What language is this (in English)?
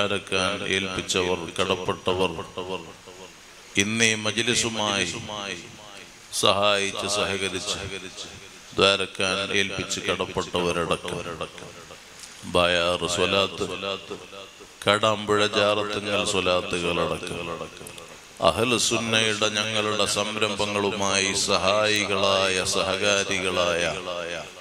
Malayalam